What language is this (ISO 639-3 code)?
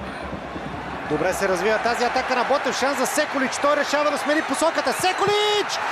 bul